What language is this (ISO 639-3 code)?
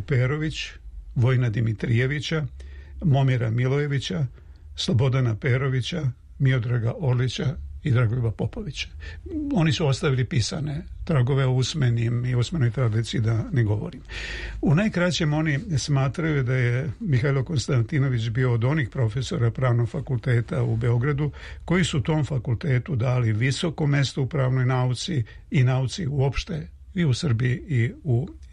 srp